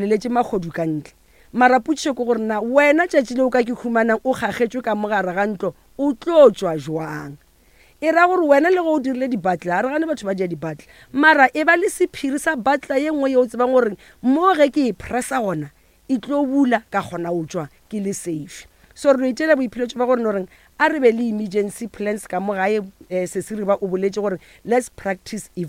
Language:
Northern Sotho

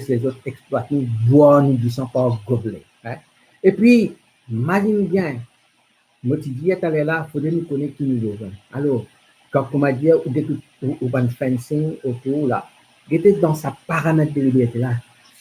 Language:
Morisyen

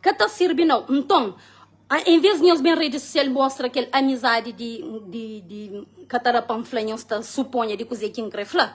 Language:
Kabuverdianu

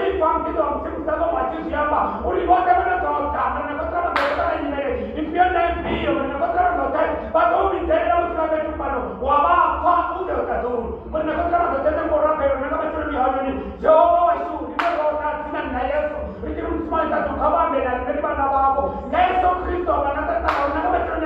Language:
Venda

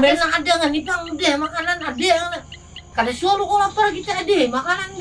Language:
Banjar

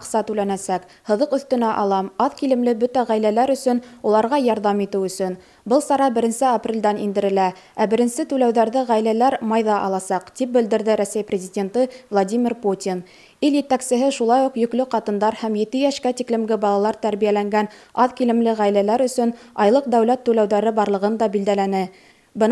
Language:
Bashkir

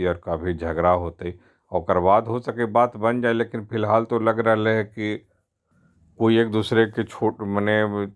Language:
Magahi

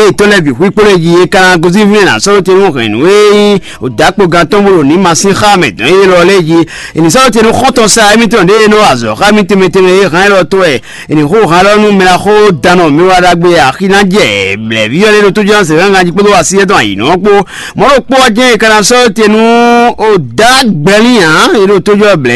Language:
Fon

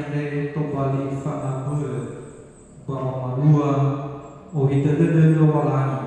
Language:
Nias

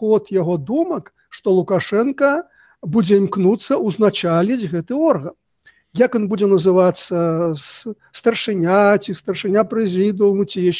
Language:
Belarusian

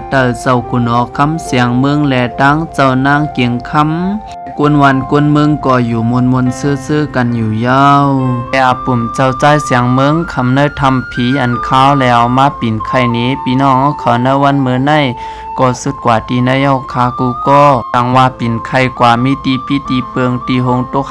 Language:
Shan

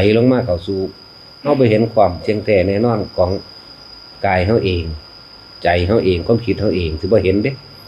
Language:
Northeastern Thai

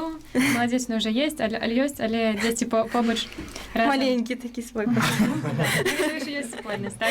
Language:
Belarusian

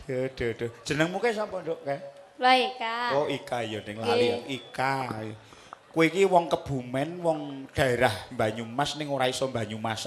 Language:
Javanese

